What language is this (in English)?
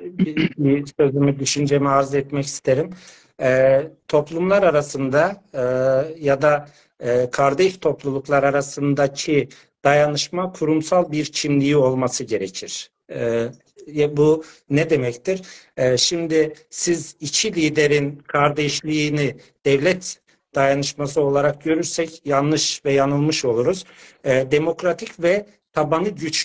South Azerbaijani